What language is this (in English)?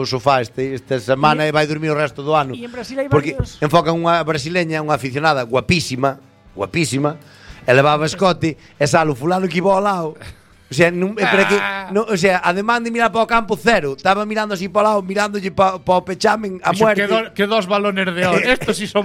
Galician